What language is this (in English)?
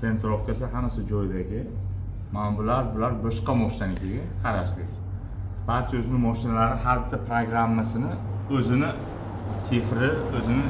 Uzbek